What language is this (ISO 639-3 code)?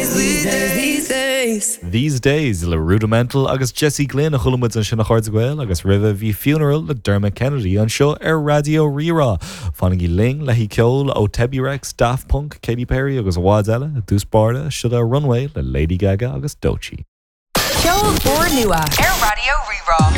gle